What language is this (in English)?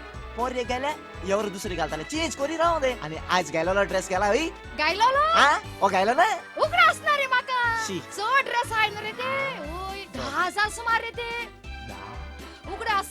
Konkani